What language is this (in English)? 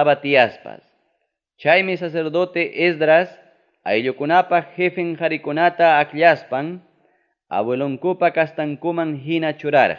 Ayacucho Quechua